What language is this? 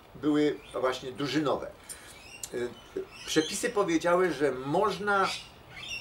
Polish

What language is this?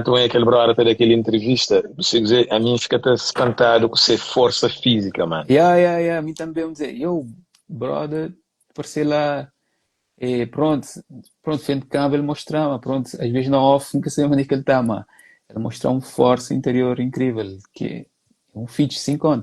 Kabuverdianu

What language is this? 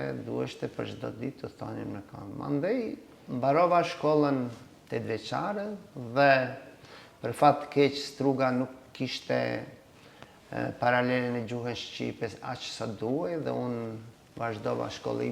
Albanian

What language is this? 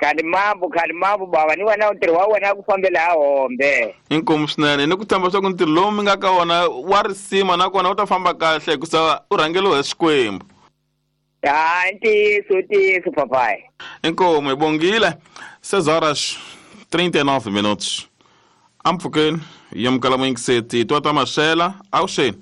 Tsonga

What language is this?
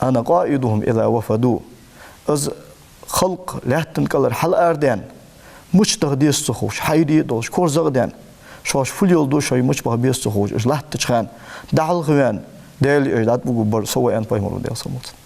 Ingush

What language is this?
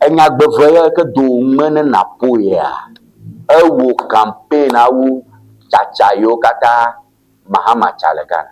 Ewe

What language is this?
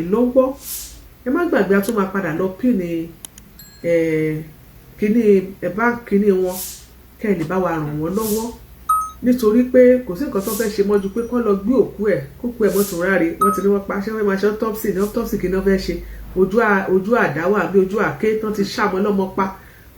Yoruba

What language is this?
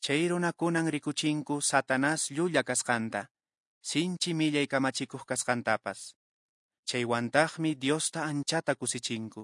Quechua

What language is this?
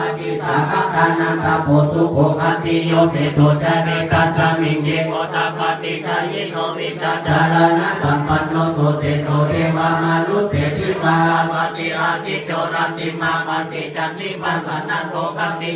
Pali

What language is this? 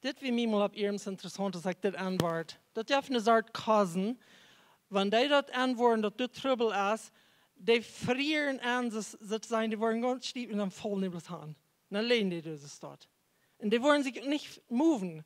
Plautdietsch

